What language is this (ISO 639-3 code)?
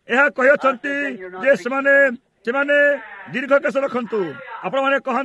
ori